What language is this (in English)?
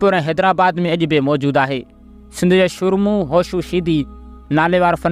Sindhi